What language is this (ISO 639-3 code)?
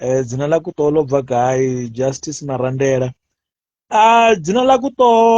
ven